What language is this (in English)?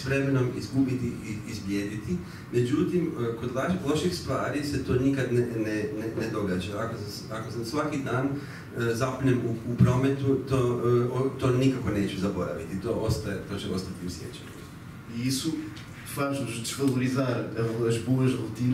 Croatian